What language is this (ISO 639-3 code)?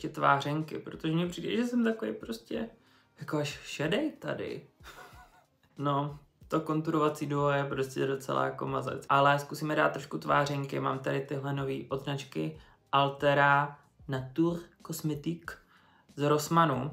ces